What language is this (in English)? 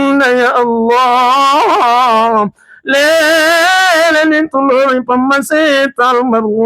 Buginese